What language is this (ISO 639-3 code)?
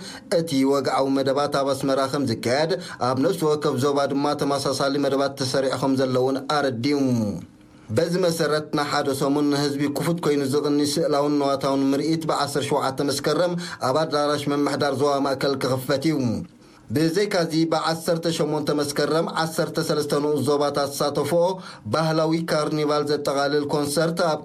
tir